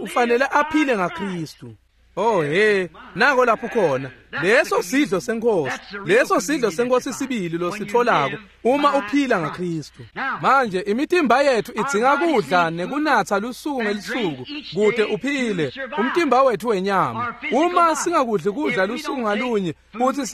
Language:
Swati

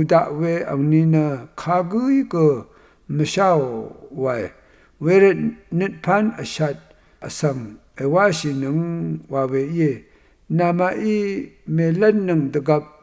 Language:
Rawang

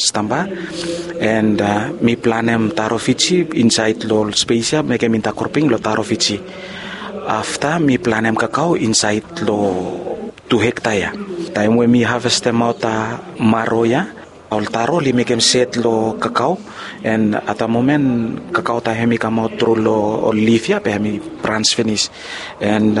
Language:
Bislama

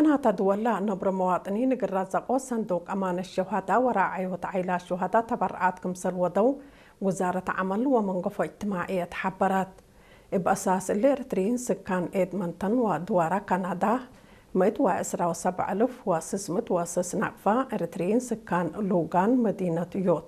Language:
Tigre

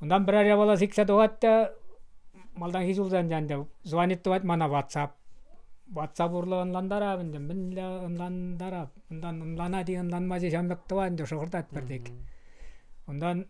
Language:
Chuvash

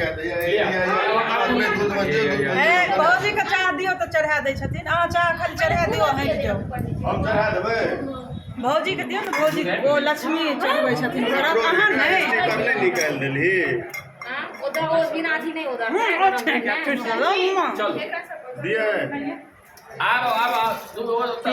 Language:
Maithili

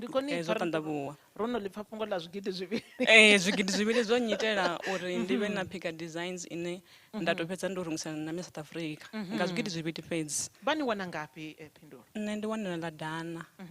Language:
Venda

